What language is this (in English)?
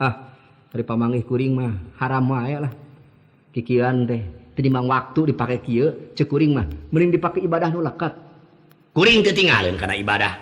Sundanese